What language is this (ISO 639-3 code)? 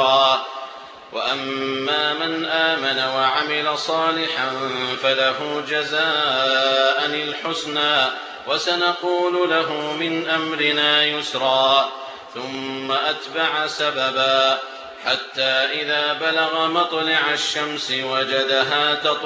ara